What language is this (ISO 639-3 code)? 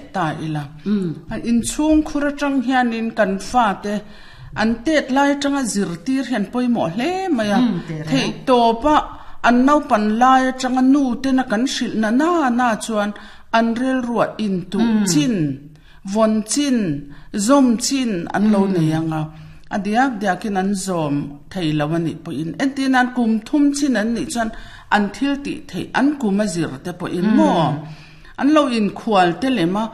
lus